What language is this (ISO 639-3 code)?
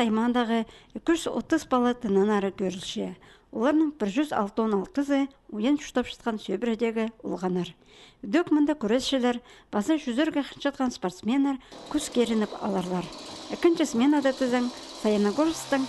kjh